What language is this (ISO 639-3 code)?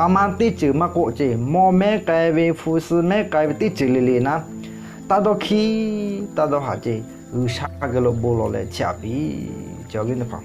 lhu